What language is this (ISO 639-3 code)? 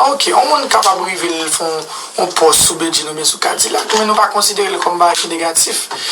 hat